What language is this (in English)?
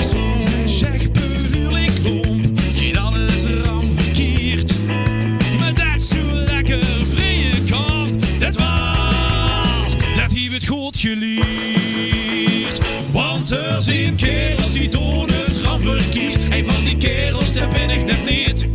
Limburgish